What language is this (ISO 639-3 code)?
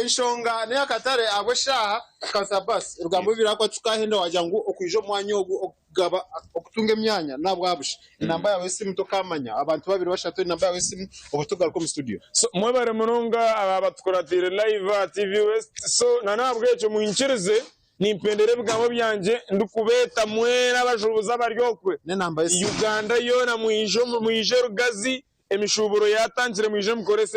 nyn